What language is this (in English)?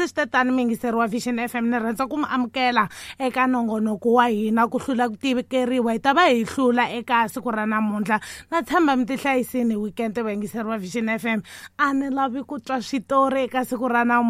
Tsonga